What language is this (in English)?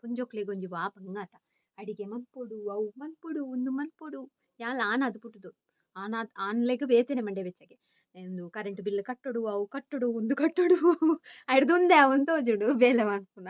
Tulu